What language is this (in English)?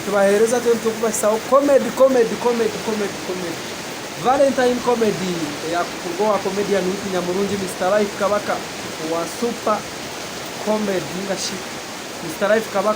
Nyankole